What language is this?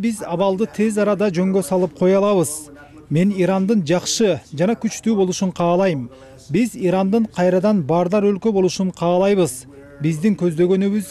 Kyrgyz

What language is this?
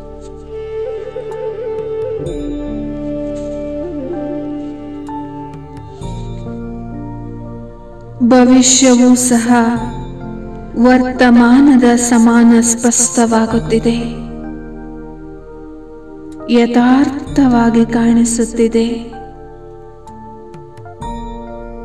Kannada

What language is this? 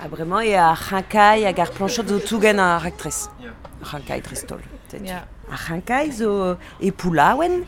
Breton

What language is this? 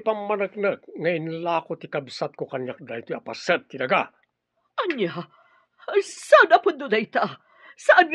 Iloko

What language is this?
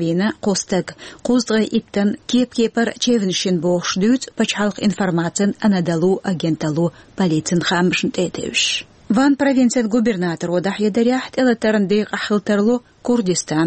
Chechen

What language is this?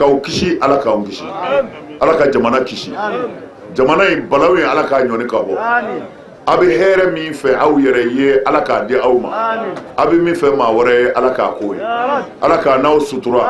Bambara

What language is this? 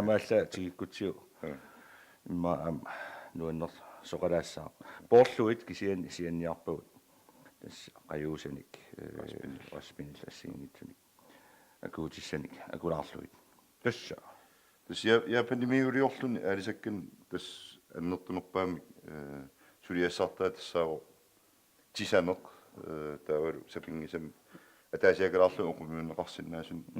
Kalaallisut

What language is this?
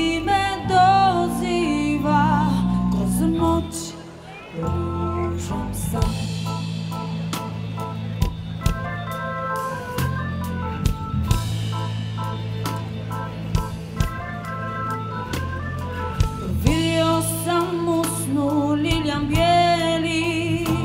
Croatian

